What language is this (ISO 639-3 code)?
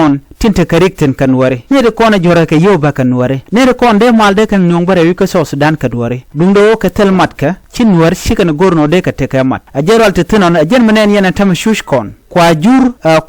nus